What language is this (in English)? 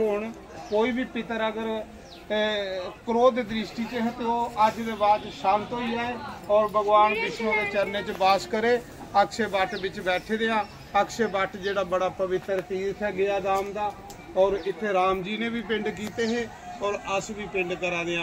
Dogri